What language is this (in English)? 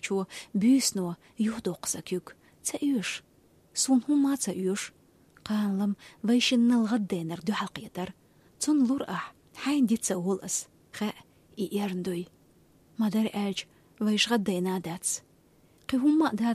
Chechen